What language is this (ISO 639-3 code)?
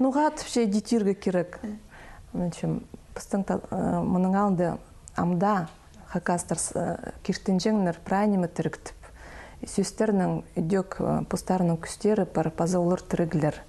kjh